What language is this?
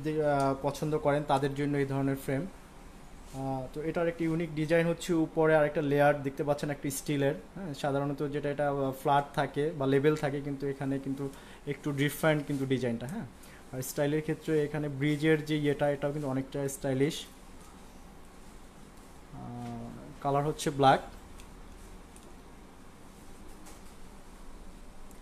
Bangla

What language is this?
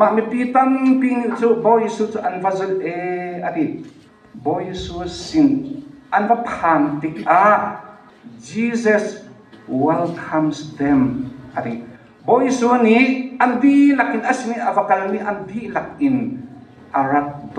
Hakha Chin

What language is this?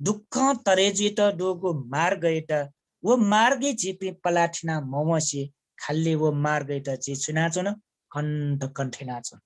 Newari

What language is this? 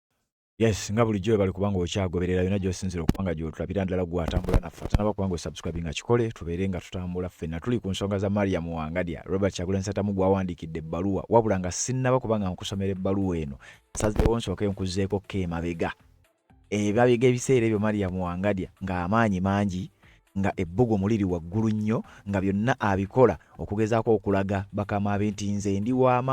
Ganda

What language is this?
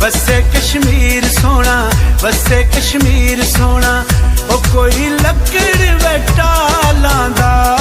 Pahari-Potwari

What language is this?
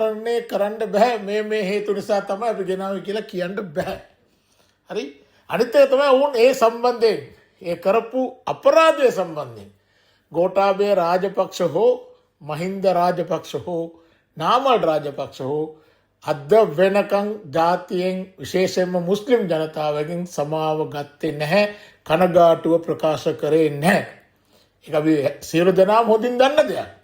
Sinhala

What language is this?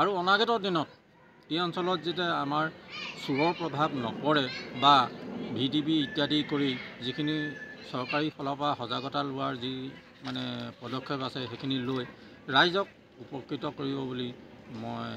Assamese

